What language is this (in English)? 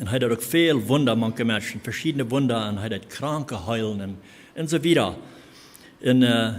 Plautdietsch